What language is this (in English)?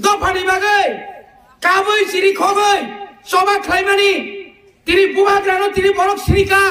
Kok Borok